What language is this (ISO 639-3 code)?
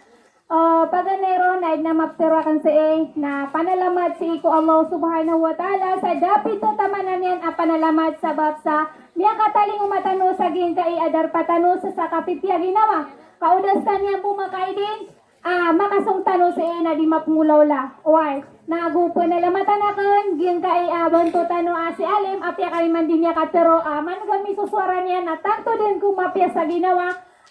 mrw